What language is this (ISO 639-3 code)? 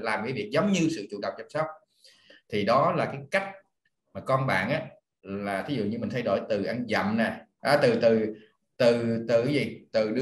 vie